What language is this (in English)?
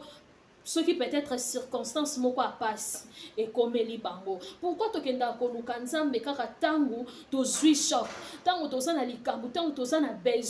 Lingala